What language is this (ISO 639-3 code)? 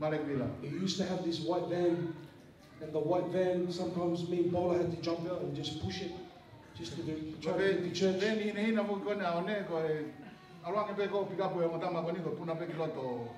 ton